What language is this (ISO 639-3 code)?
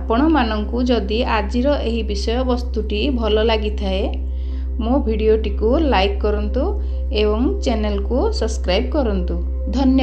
ori